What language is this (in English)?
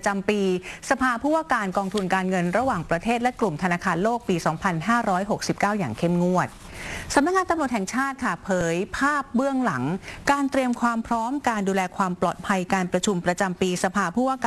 Thai